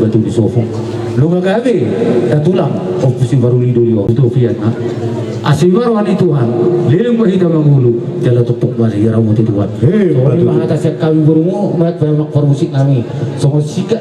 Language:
Batak Toba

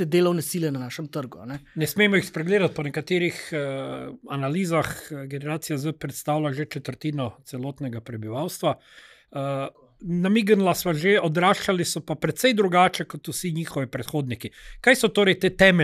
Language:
Slovenian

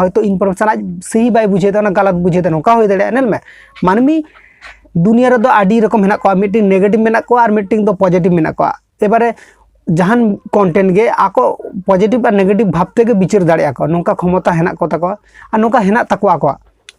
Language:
Santali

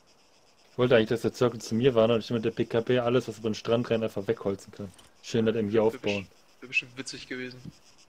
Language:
German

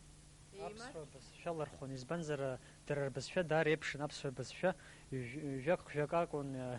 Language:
Abkhazian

